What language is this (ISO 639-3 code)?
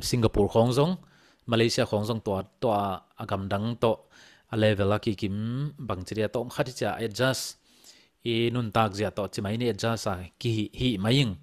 ctd